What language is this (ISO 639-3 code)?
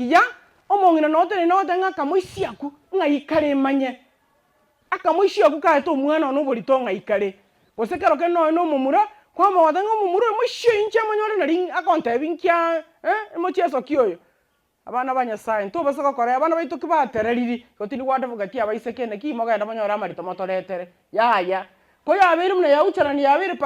guz